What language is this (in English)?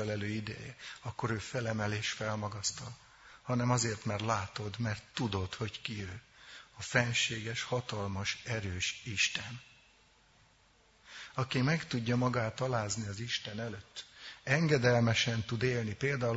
Hungarian